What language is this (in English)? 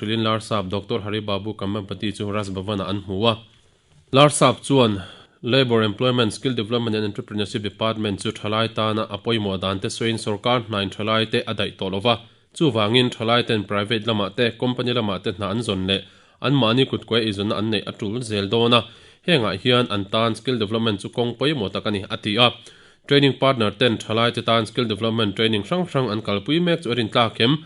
Mizo